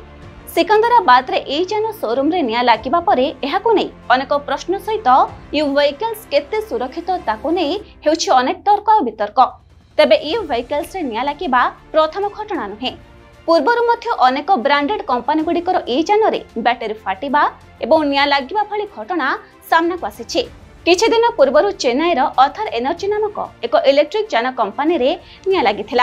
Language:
Odia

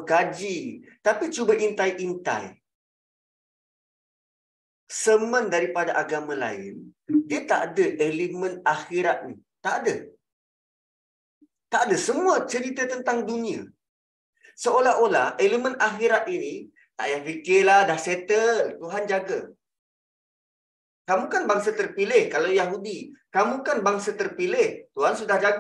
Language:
Malay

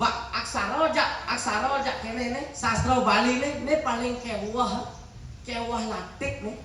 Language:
Balinese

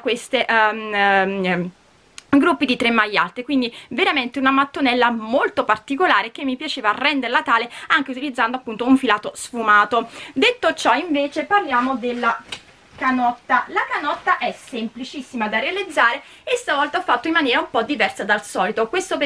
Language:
Italian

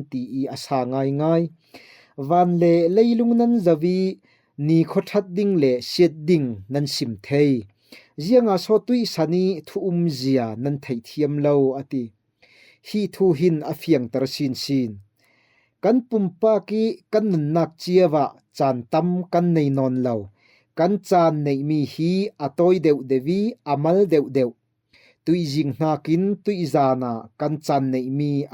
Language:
Falam Chin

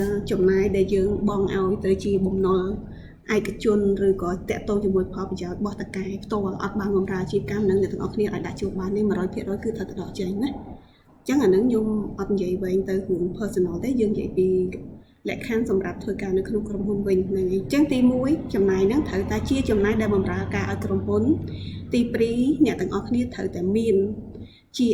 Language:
Khmer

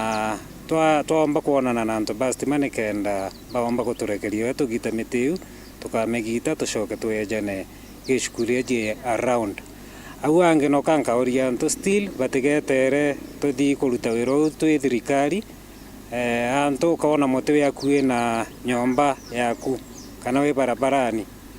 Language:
Meru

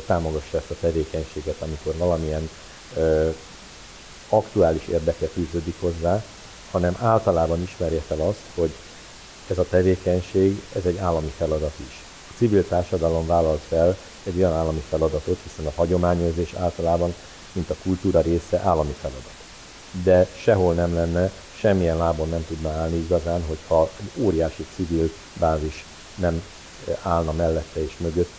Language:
Hungarian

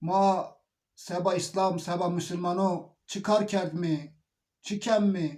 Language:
Zaza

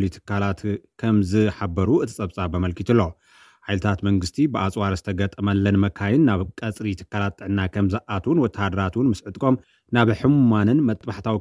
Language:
Tigrinya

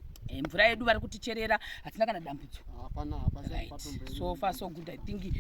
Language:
Shona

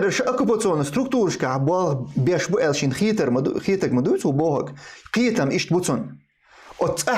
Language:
Chechen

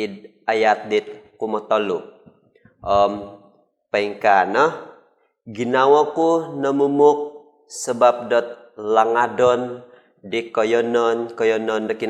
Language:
Central Dusun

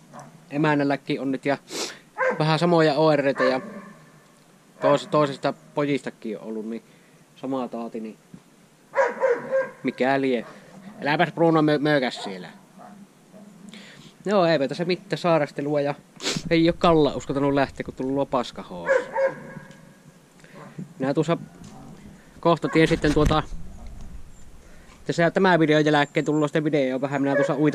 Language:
Finnish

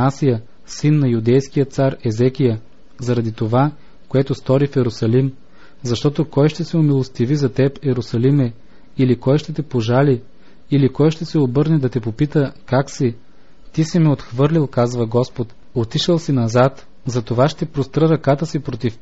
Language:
Bulgarian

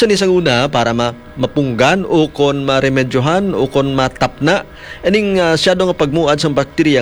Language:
Hiligaynon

